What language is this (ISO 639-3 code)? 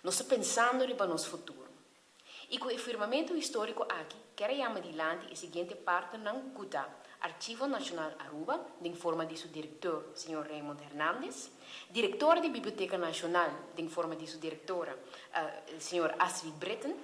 pap